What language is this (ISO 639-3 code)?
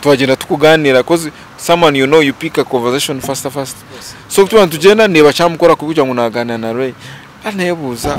nyn